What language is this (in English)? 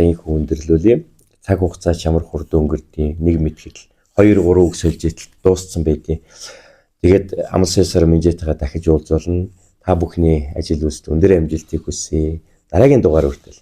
Mongolian